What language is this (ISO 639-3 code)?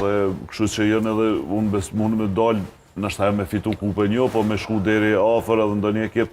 sqi